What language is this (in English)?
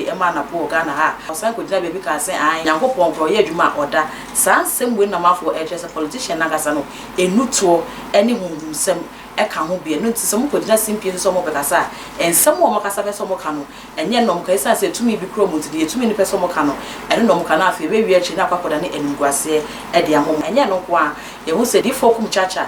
Akan